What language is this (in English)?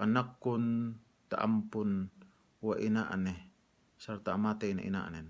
Yakan